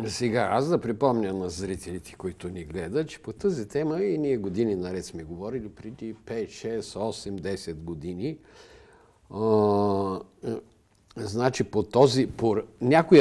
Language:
Bulgarian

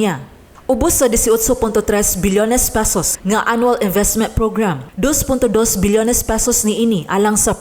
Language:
Cebuano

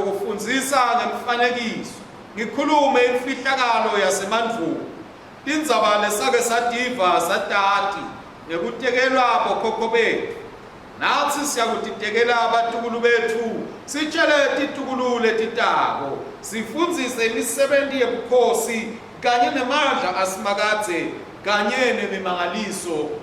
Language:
Swati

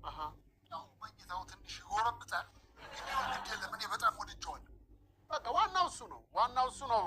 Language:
Amharic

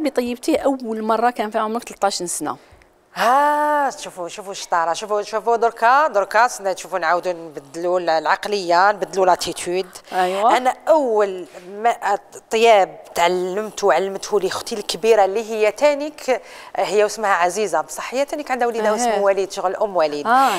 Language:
Algerian Arabic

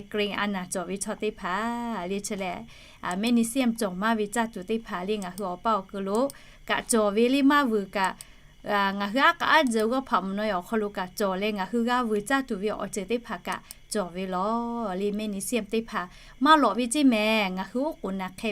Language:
Lahu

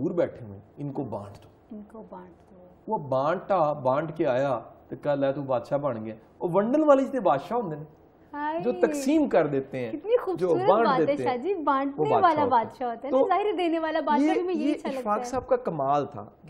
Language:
Urdu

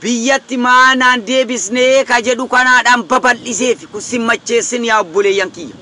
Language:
Oromo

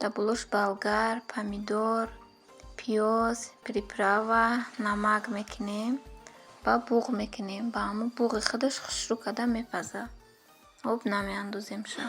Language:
Tajik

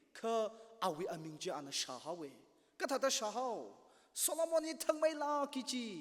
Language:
Tangkhul Naga (India)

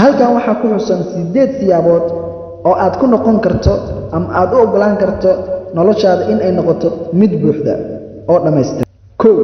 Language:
Somali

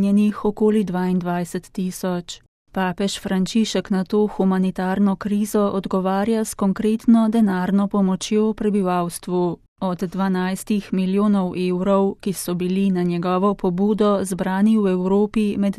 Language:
Slovenian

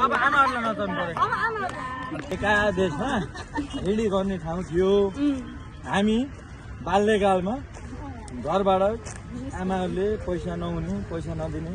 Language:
Nepali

